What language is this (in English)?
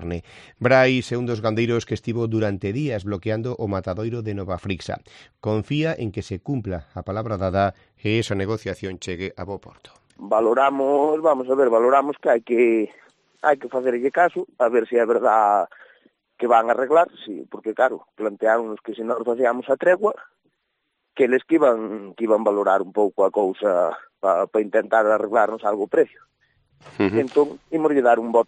Galician